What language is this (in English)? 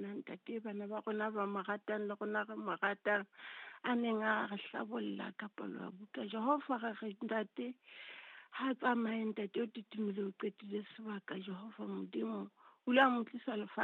Southern Sotho